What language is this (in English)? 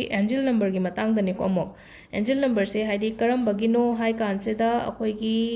Manipuri